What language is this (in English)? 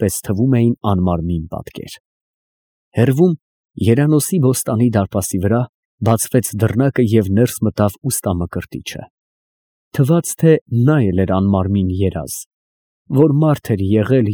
Armenian